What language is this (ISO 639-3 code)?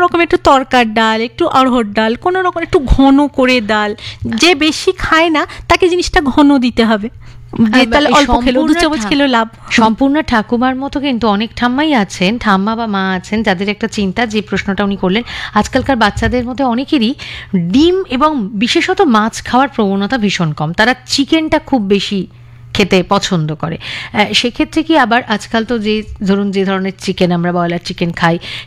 ben